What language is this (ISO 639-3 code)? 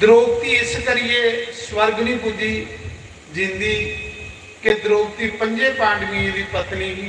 doi